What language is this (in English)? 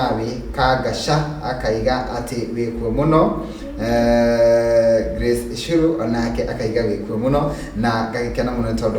Kikuyu